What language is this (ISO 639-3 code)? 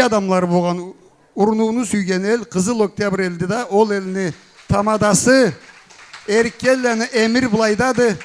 krc